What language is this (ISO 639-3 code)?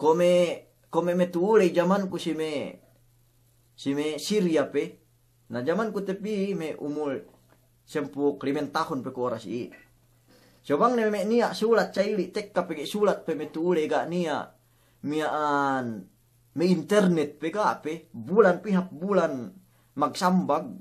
yka